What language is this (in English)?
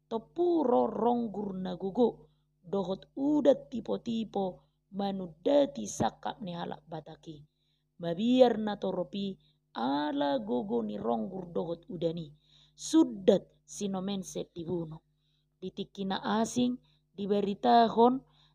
Batak Toba